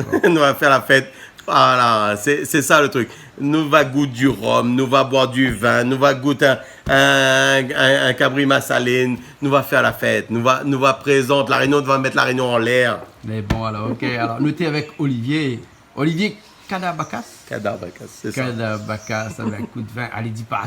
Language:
Réunion Creole French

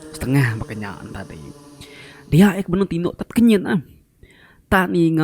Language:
Iban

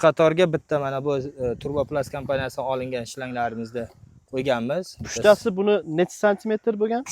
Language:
Uzbek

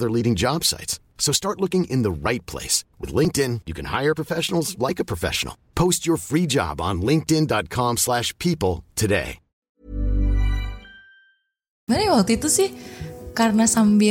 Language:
Indonesian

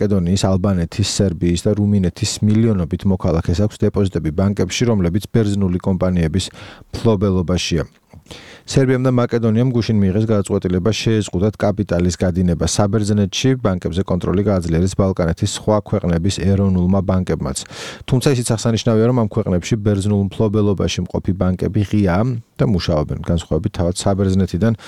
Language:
Georgian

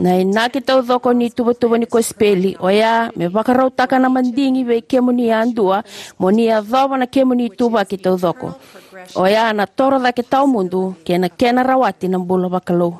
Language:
Fijian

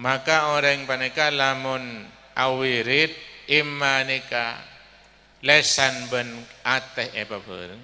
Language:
Madurese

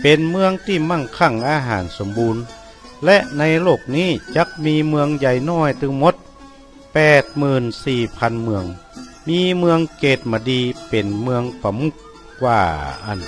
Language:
Northern Thai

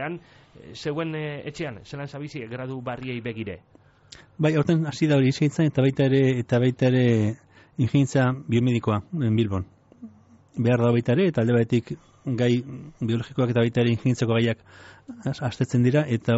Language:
Basque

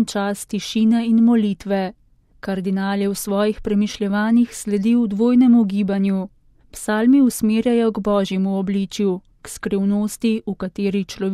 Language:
Slovenian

